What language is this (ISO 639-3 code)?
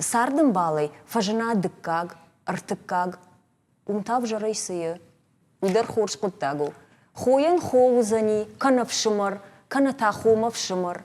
oss